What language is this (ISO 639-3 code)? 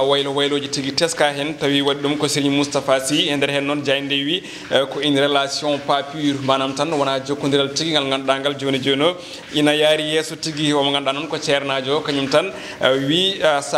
ful